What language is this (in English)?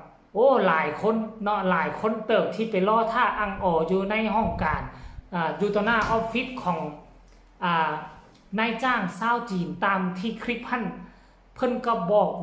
Lao